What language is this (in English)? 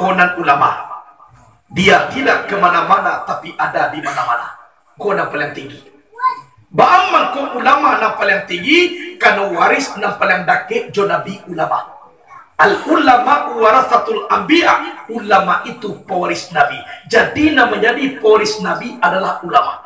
Minangkabau